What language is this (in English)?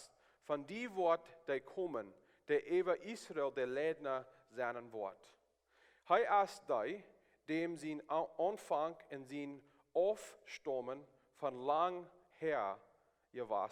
Plautdietsch